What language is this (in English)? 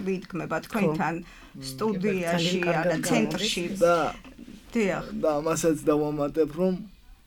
Georgian